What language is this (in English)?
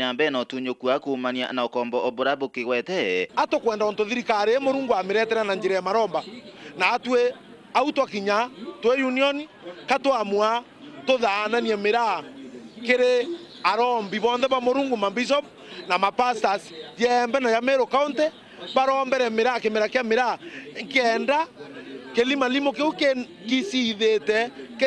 Meru